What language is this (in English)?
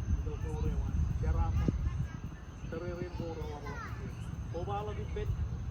Marshallese